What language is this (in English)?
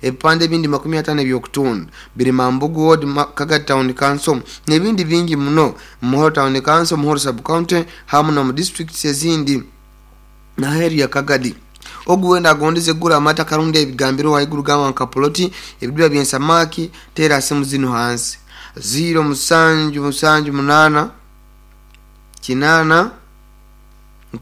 Nyoro